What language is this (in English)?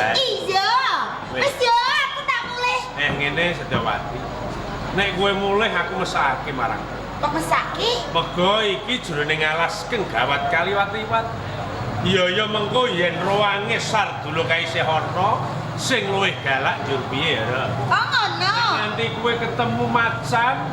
Javanese